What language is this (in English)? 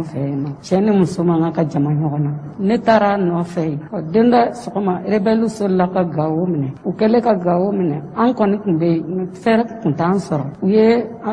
Bambara